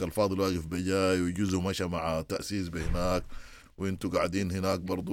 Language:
Sudanese Arabic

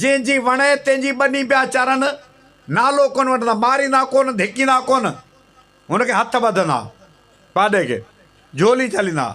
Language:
Sindhi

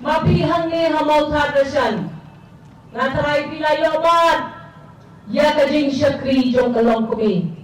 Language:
Khasi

